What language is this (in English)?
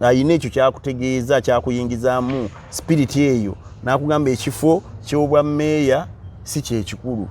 Ganda